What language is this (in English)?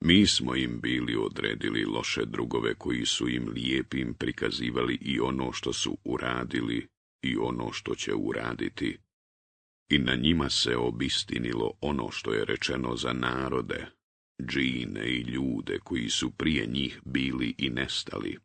Bosnian